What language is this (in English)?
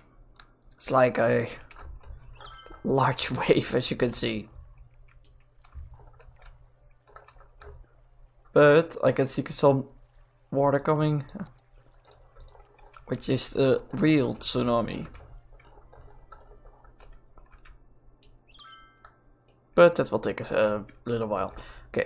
English